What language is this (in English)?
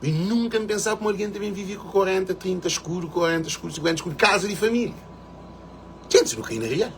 Kabuverdianu